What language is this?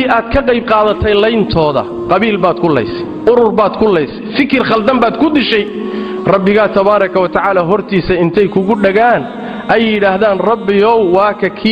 Somali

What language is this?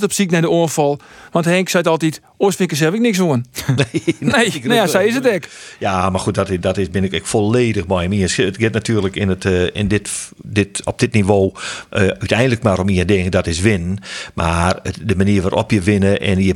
Western Frisian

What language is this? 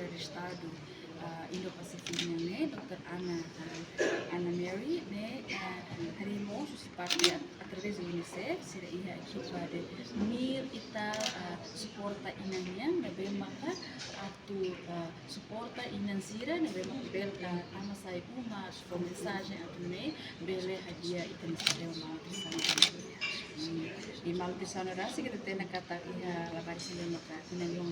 Tetum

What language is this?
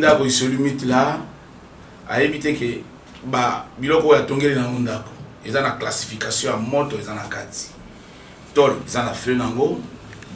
Lingala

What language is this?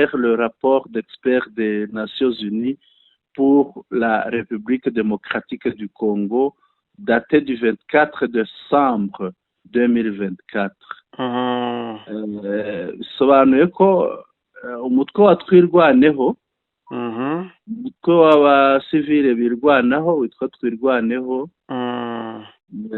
Kinyarwanda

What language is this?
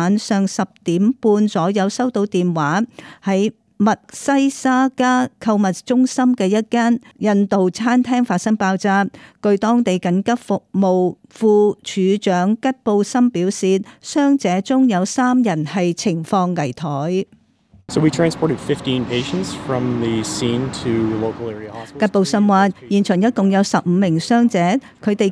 Cantonese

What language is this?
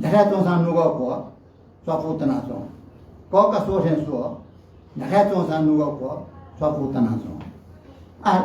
Newari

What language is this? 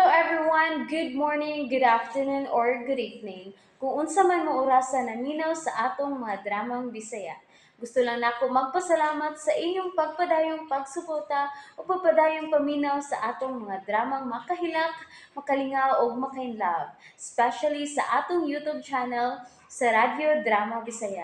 Cebuano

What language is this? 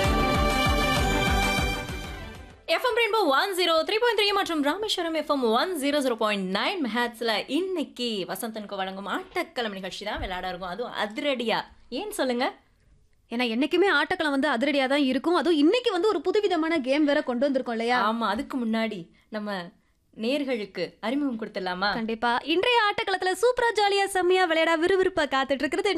Tamil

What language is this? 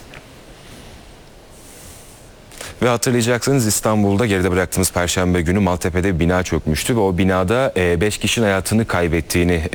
Turkish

